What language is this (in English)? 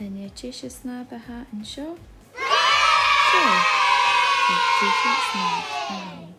Scottish Gaelic